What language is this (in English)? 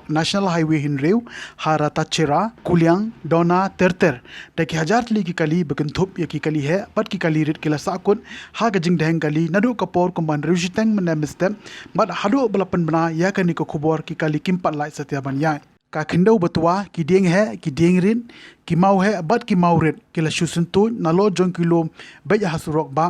Khasi